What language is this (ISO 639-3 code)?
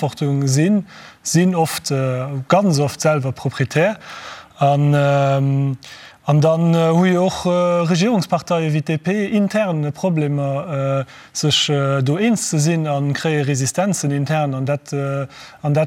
ltz